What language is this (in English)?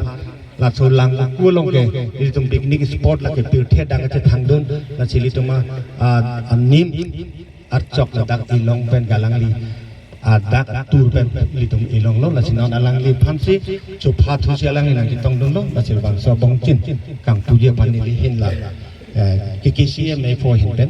Karbi